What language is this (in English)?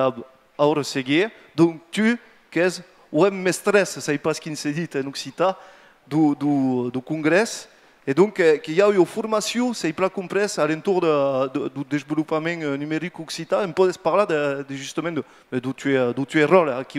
Occitan